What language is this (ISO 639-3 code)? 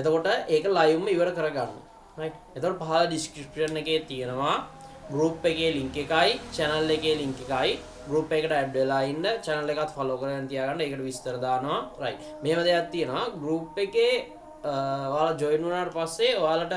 sin